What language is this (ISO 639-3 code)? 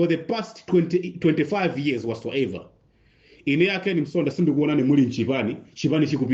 nya